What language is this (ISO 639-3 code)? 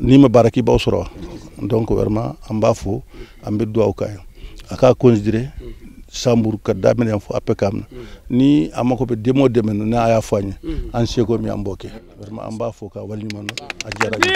bam